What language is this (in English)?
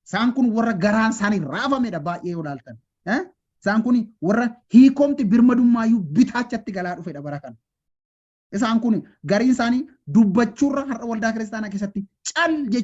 Oromo